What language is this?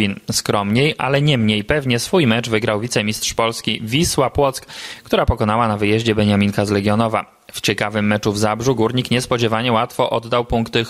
Polish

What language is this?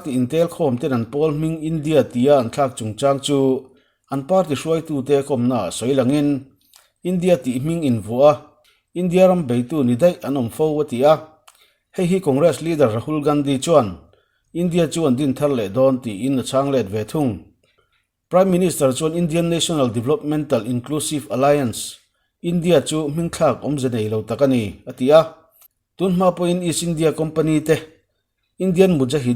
Mizo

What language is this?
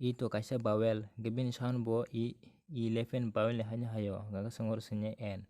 Kok Borok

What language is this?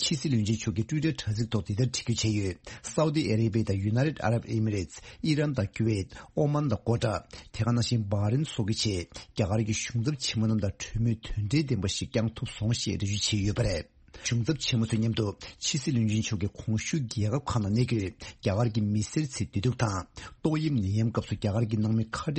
Tibetan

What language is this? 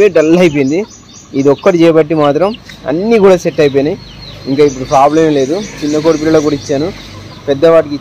Telugu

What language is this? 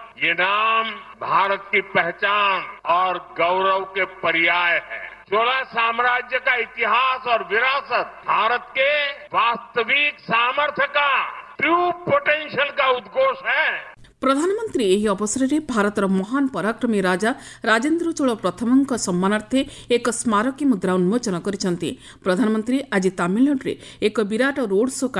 Odia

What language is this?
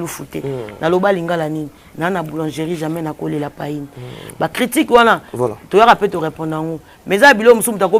Lingala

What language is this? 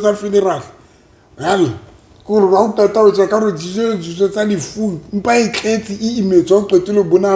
Southern Sotho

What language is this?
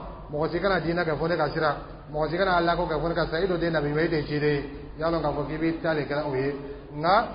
Dyula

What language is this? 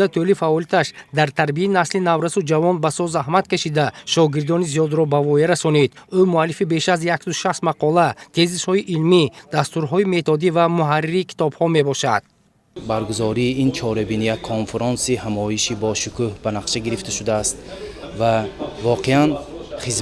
Tajik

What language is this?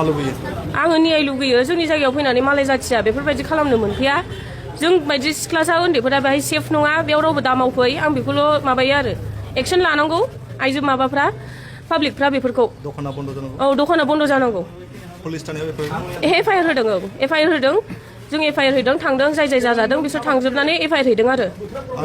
Bodo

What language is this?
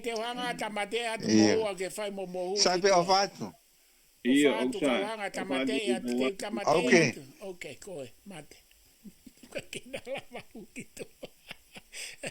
Tongan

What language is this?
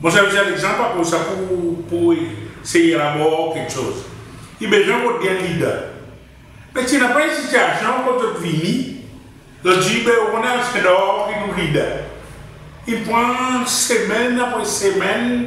Seselwa Creole French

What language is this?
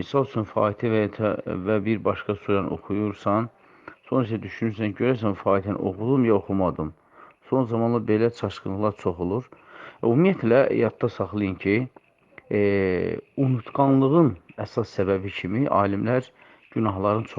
Azerbaijani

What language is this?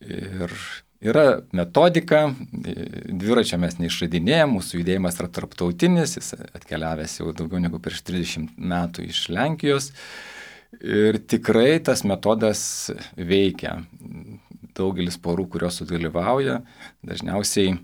Lithuanian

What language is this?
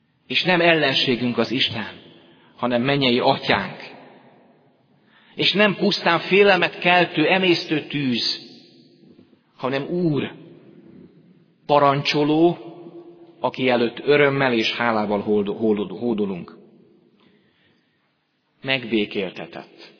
Hungarian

